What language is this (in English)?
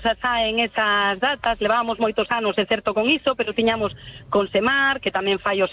Galician